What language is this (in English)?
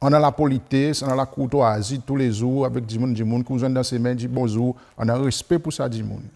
Seselwa Creole French